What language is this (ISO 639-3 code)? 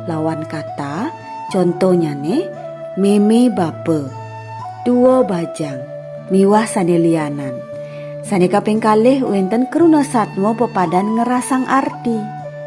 ban